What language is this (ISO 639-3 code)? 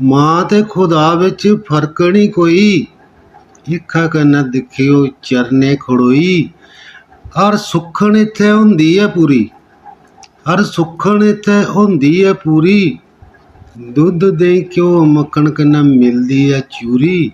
doi